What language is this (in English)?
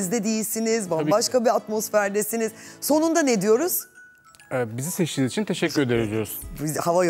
Turkish